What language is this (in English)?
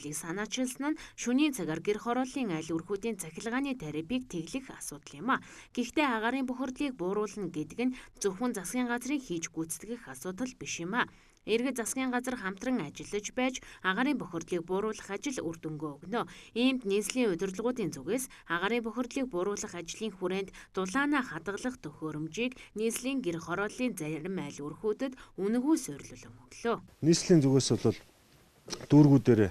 Mongolian